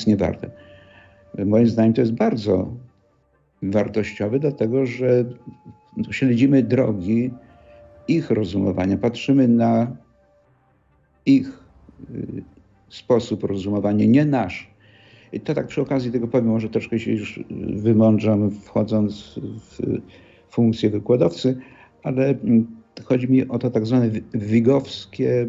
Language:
Polish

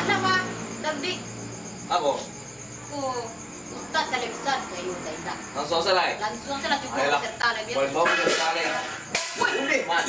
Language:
Minangkabau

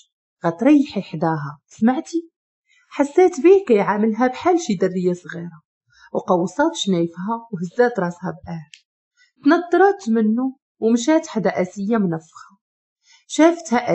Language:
Moroccan Arabic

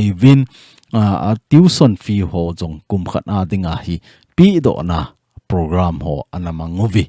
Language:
Thado Chin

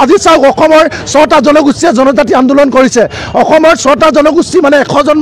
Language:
Assamese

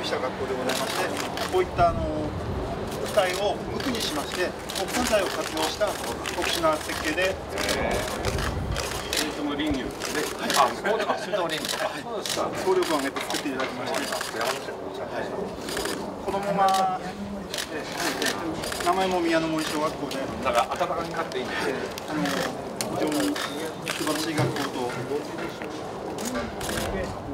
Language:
Japanese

